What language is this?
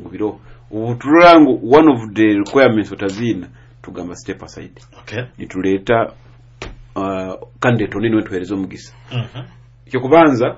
Nyoro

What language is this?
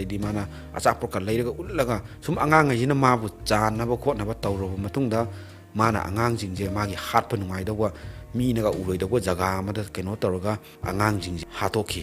Manipuri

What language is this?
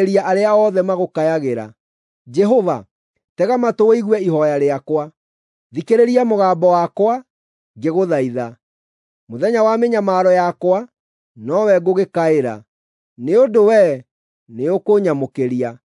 Kikuyu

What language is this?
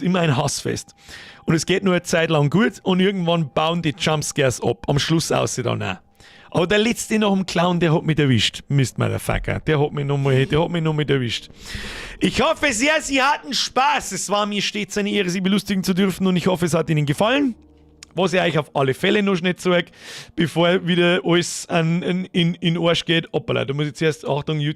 Bavarian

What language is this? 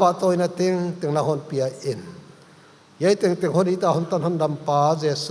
Paite Chin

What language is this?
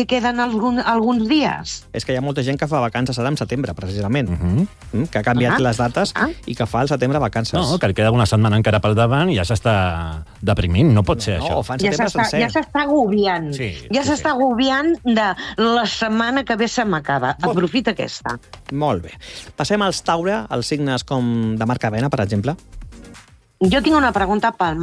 Catalan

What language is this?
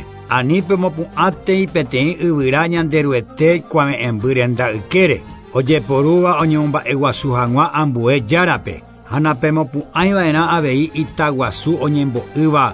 Guarani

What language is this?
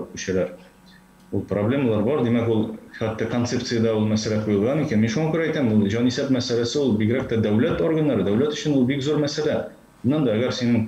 Tatar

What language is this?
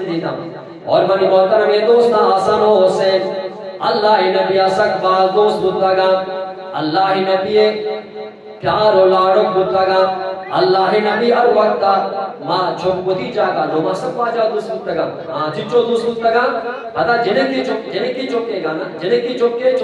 Eastern Balochi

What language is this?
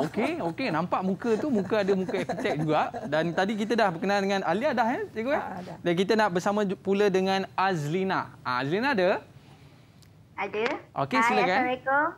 Malay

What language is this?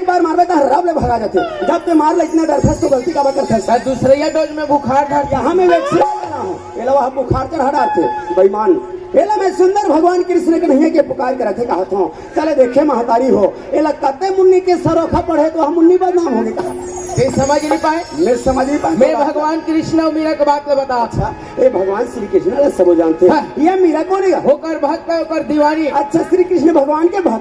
Chhattisgarhi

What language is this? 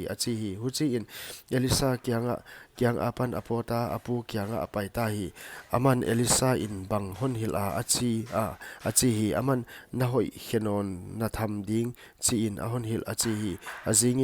Paite Chin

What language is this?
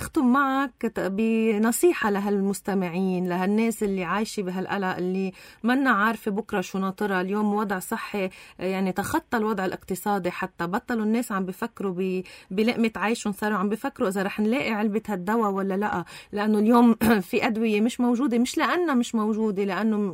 North Levantine Arabic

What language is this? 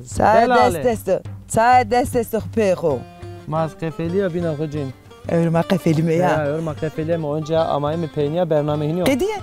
Zaza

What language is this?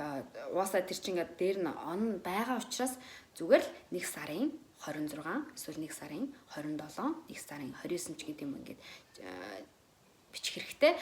Mongolian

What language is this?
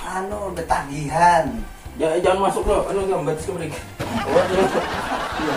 Banjar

